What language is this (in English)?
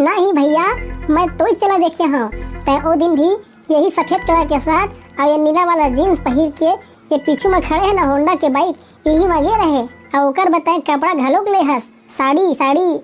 Chhattisgarhi